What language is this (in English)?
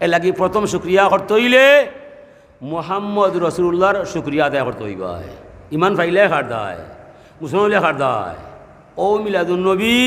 Sylheti